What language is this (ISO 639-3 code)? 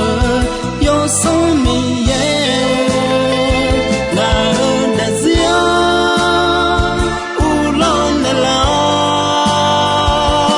ahk